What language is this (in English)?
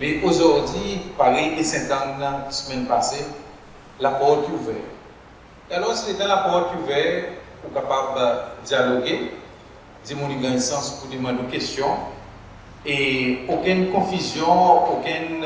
Seselwa Creole French